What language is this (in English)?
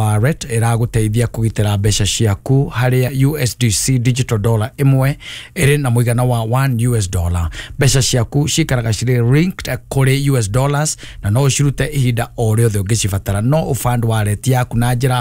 Kikuyu